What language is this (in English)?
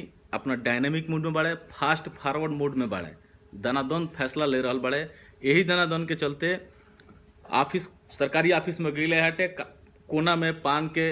Bhojpuri